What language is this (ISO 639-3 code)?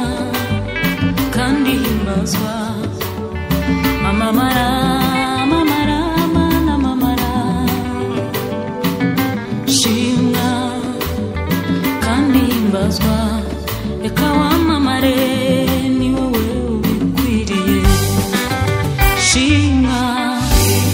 kin